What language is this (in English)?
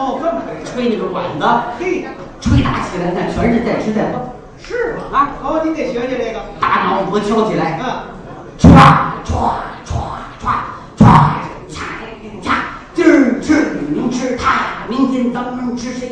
Chinese